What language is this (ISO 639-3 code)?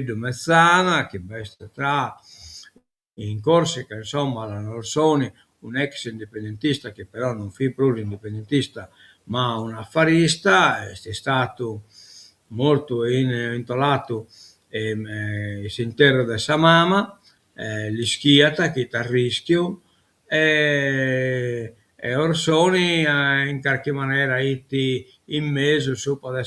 srd